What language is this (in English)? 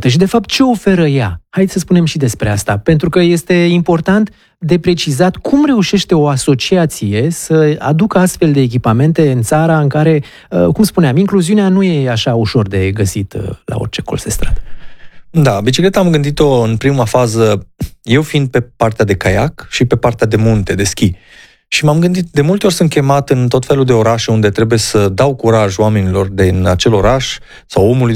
Romanian